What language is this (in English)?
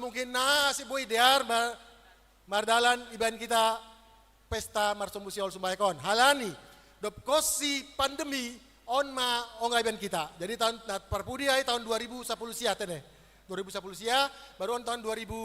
Batak Simalungun